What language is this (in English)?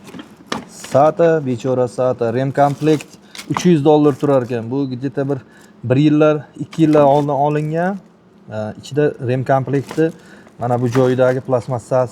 Uzbek